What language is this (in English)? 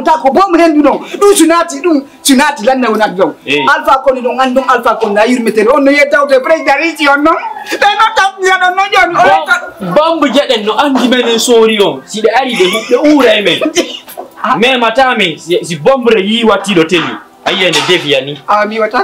Fula